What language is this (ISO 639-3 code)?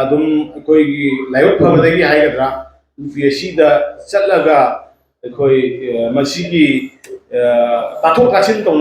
mni